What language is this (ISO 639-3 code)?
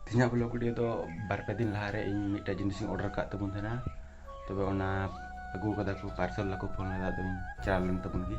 sat